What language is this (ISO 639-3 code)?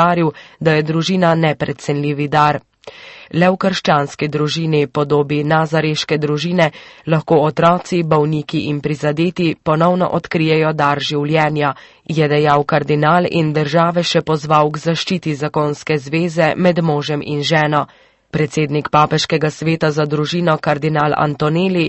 slv